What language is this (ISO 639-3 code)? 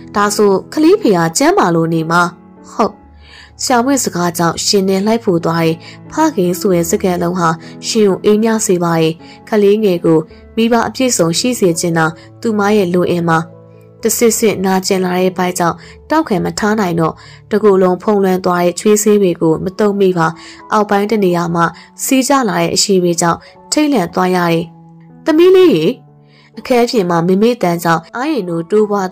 mya